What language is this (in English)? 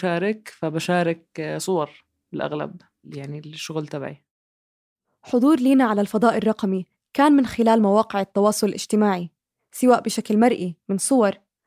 North Levantine Arabic